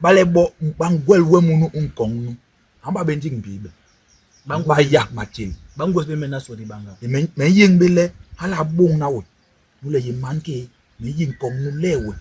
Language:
Basaa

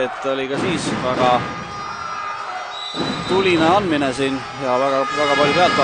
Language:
Estonian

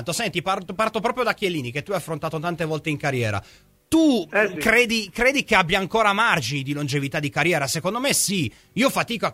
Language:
Italian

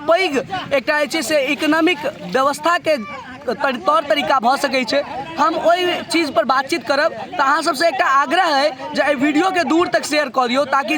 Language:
Maithili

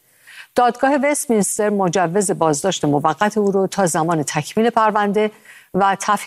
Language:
Persian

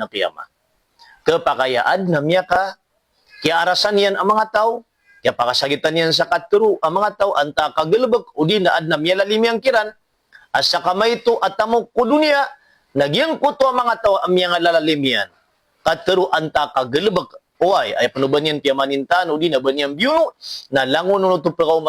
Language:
Maranao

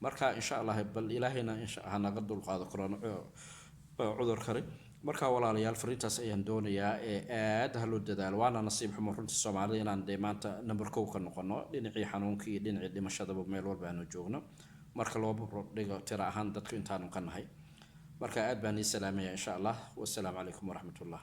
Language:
Somali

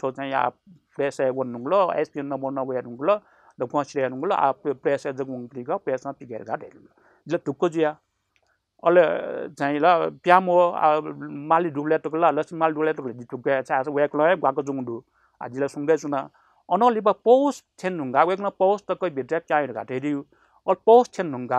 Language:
Newari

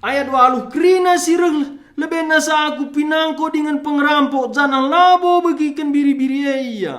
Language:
Batak Karo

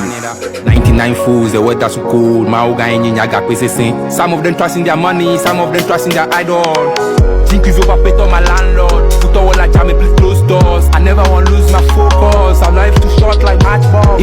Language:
Ewe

